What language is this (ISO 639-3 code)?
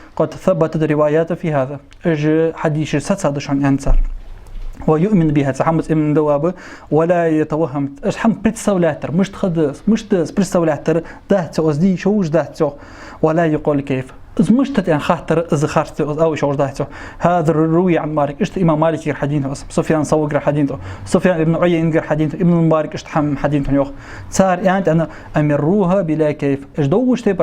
inh